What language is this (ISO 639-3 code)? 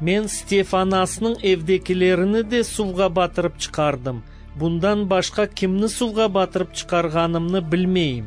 crh